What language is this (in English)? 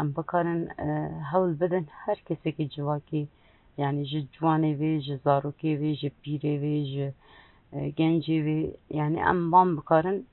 Kurdish